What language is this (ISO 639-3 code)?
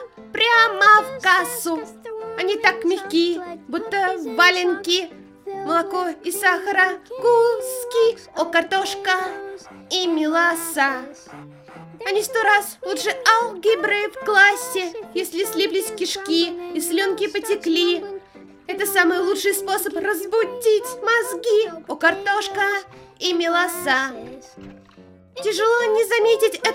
rus